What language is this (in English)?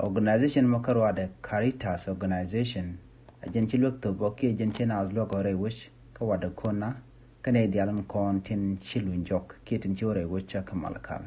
Nuer